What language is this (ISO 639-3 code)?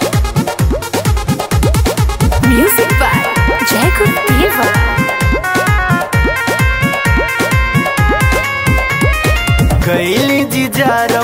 bho